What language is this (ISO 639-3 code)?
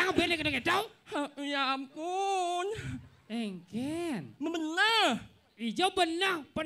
ban